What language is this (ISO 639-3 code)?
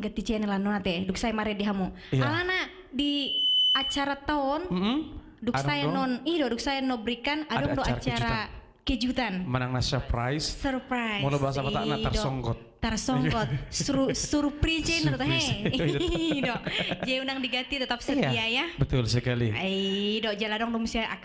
bbc